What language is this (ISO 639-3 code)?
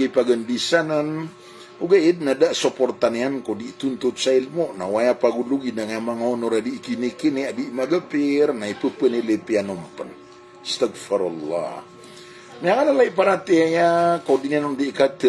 mrw